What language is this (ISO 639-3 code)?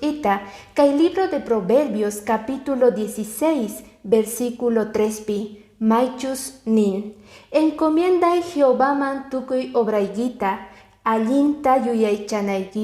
que